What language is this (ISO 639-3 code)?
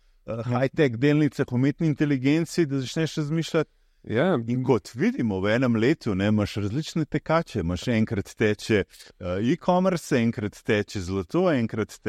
slv